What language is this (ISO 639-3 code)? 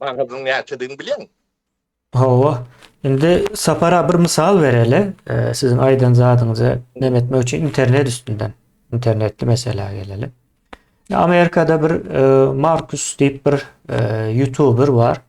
tuk